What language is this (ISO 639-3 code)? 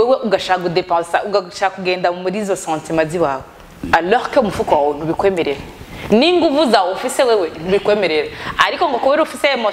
run